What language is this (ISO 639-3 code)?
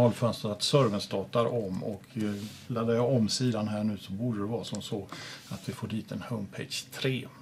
swe